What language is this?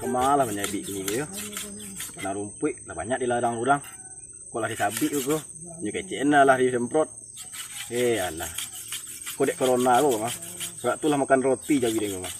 Minangkabau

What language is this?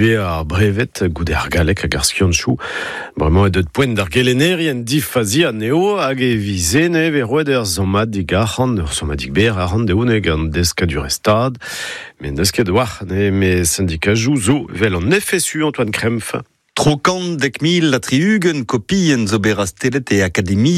Breton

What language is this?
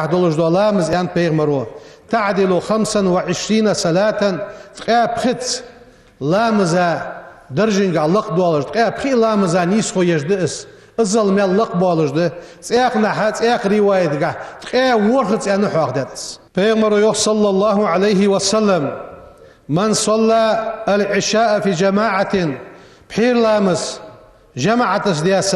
Ingush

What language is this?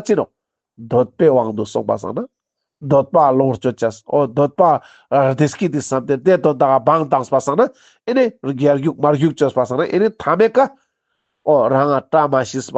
Ladakhi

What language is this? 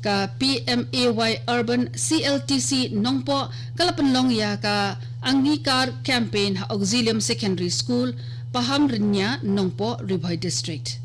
Khasi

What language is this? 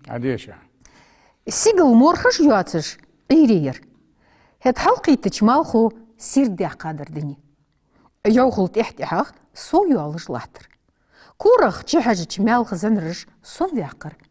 Ingush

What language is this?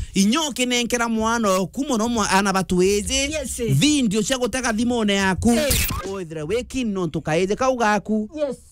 Meru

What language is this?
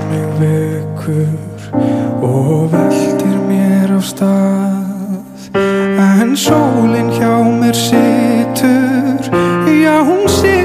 Icelandic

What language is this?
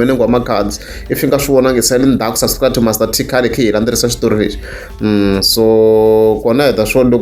Tsonga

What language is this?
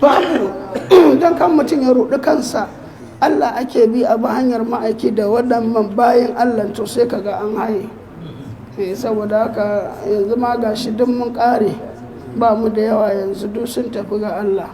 Hausa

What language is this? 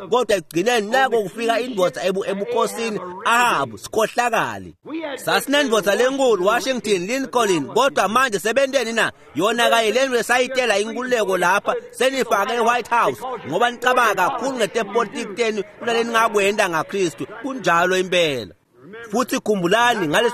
Swati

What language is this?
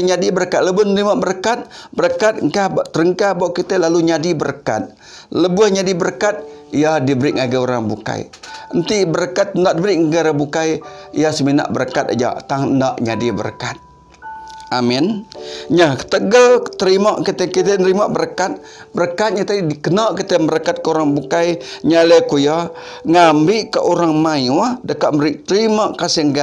Iban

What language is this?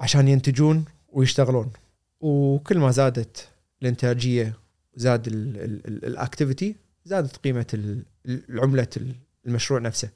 Gulf Arabic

